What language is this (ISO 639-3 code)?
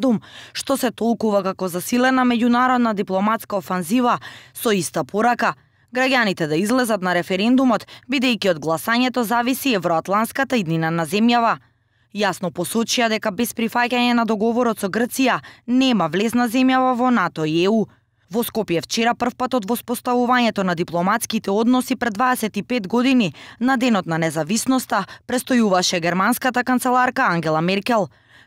mkd